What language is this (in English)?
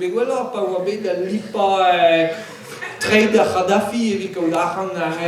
Breton